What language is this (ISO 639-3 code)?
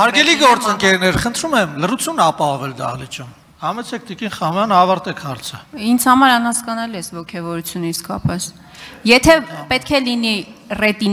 hye